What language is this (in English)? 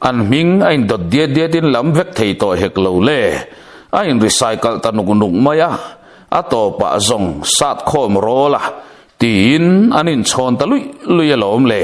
Mizo